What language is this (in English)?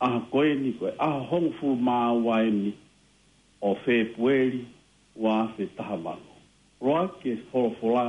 Tongan